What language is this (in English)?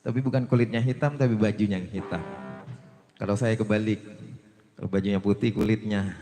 Betawi